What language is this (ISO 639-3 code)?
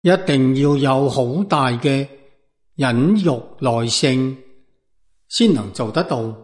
yue